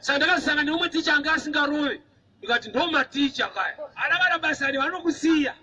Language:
Shona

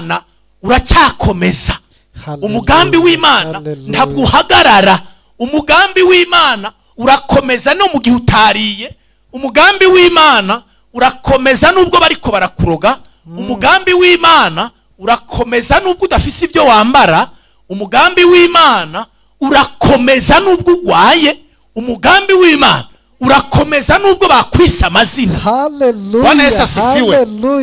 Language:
Rundi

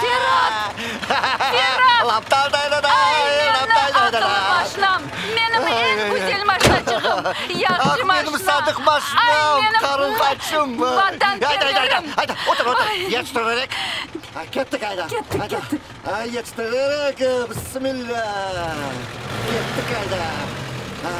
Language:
Crimean Tatar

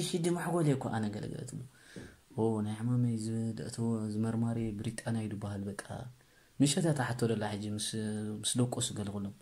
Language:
Tigrinya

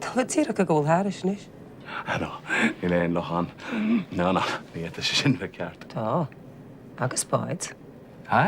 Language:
Irish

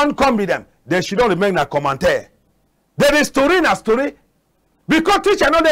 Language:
Cameroon Pidgin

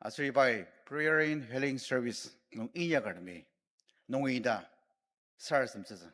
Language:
Ao Naga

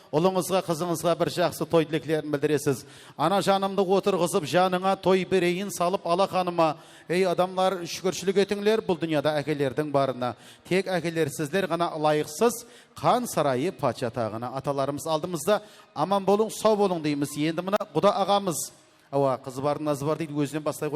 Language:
Kara-Kalpak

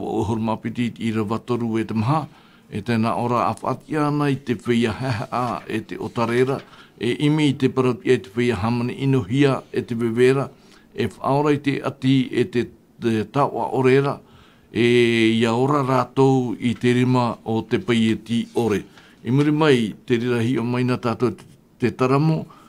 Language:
Tahitian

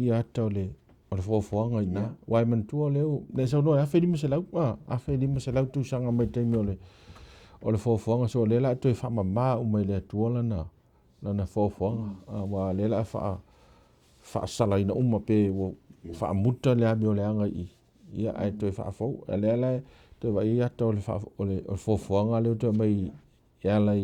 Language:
Samoan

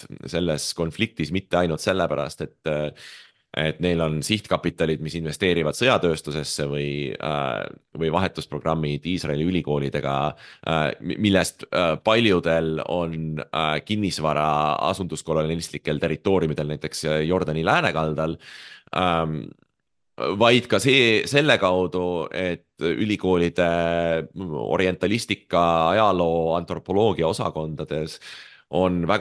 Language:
Estonian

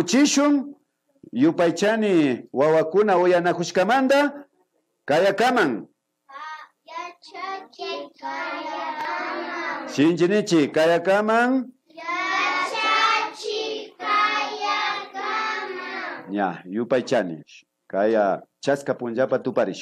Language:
Imbabura Highland Quichua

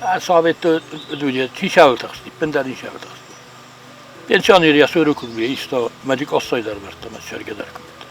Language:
Ossetic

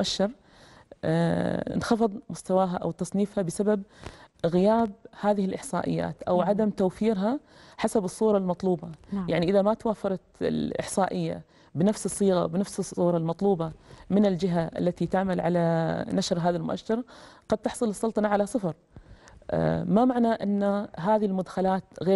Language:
Arabic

